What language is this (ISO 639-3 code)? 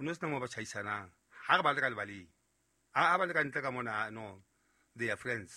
sot